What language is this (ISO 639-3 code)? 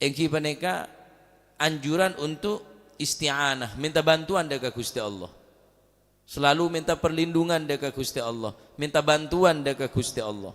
mad